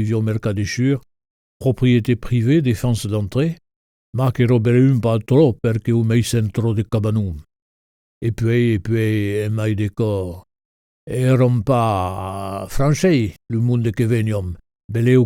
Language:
Occitan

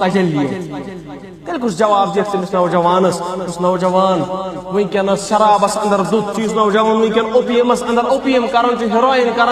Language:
Kashmiri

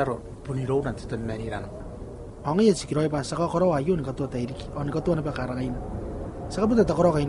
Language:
Gilbertese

